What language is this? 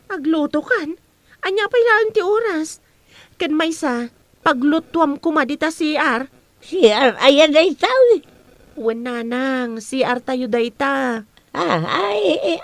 Iloko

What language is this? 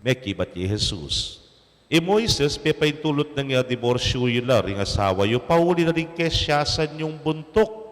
Pampanga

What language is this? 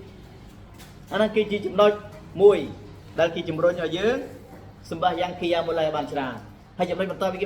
Khmer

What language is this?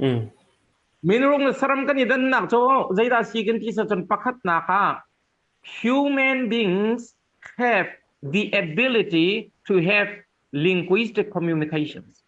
Hakha Chin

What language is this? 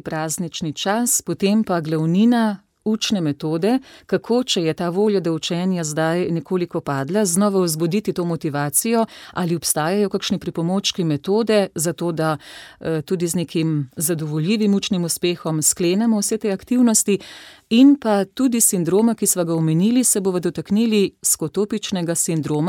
Slovenian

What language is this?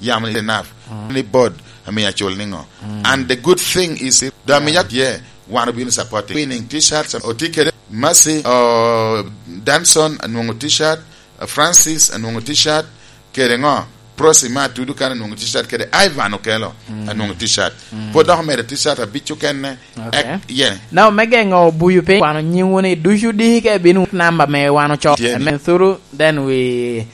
Lango (Uganda)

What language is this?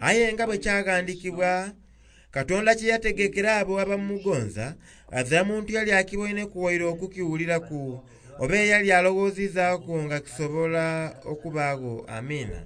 Soga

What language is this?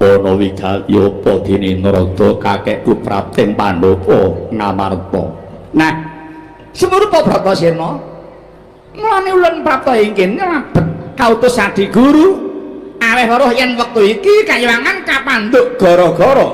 Javanese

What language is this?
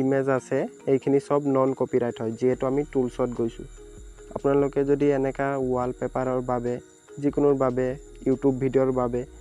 Assamese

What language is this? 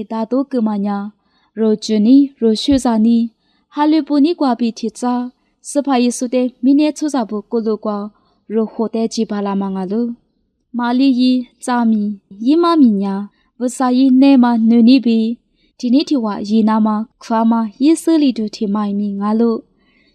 Lisu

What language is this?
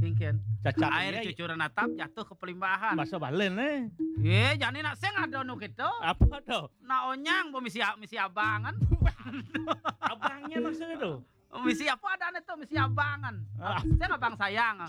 Balinese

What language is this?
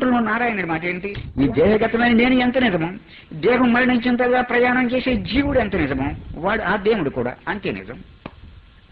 Telugu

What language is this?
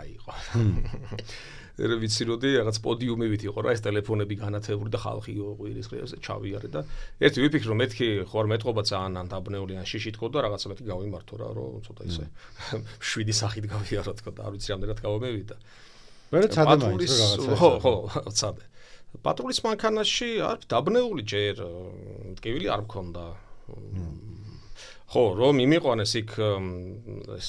Georgian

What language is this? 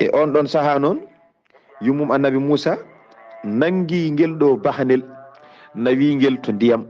Fula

